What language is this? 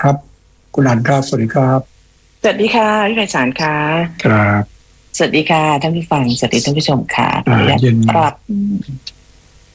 Thai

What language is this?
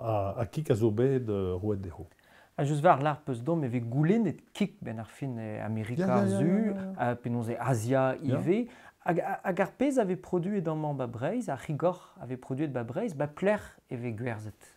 Breton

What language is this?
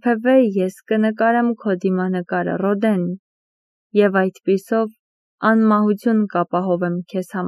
Armenian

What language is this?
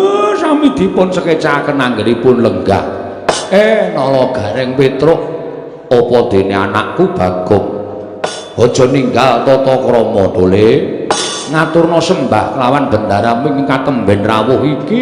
Javanese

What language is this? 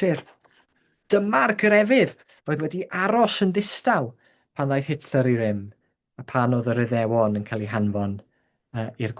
Welsh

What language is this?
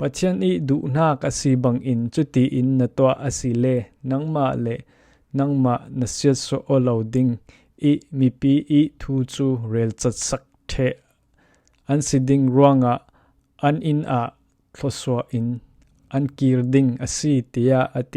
Falam Chin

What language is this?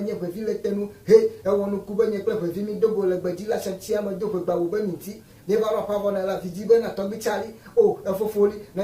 Ewe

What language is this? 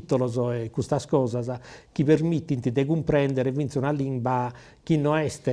Sardinian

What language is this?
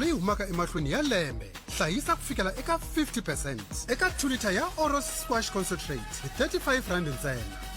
Tsonga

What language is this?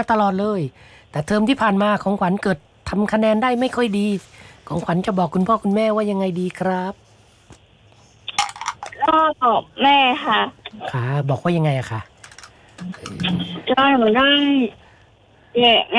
Thai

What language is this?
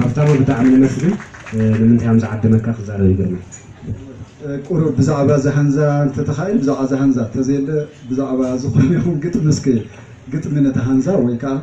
Tigrinya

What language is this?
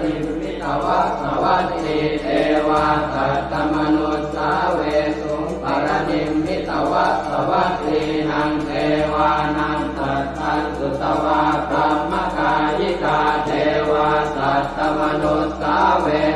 Pali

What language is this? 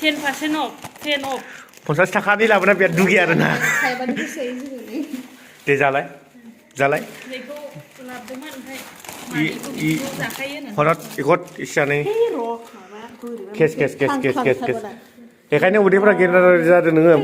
Bodo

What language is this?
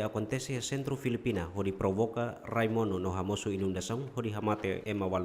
Tetum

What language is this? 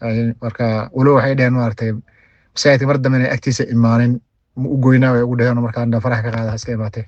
Somali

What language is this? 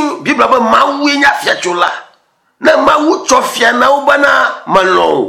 Ewe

